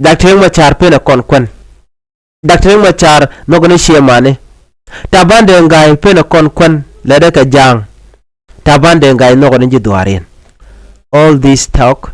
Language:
Nuer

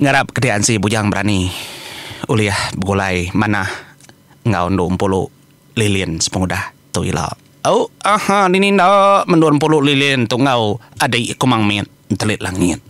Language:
Iban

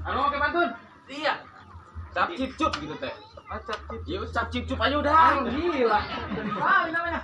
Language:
Betawi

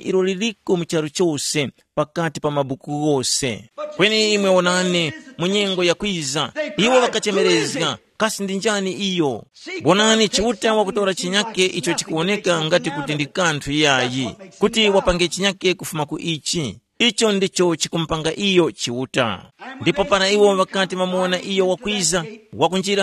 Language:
Tumbuka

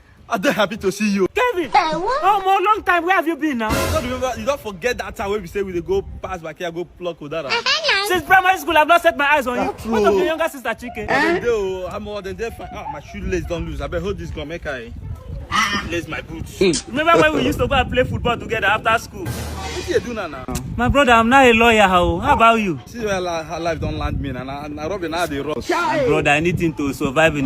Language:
Nigerian Pidgin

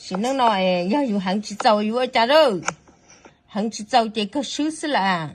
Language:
Hmong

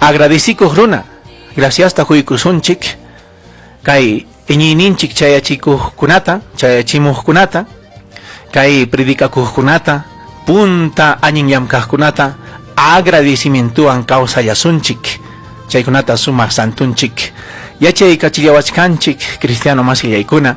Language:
Ayacucho Quechua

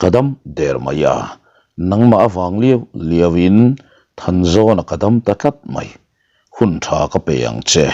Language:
Mizo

